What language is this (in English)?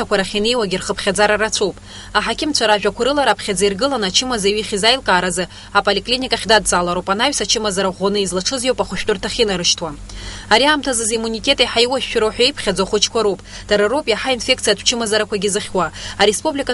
Abkhazian